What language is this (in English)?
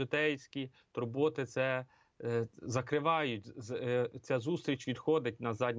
Ukrainian